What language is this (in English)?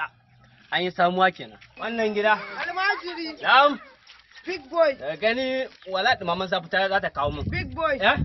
Hausa